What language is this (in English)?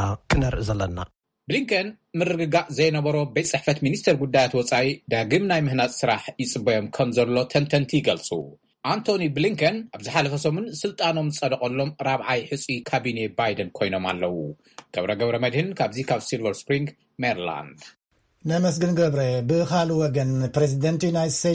Tigrinya